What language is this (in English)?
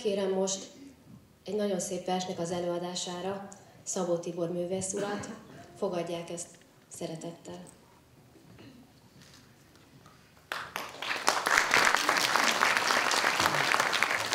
Hungarian